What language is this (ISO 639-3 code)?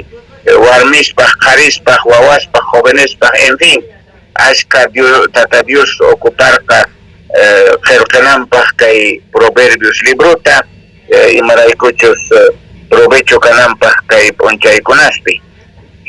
quh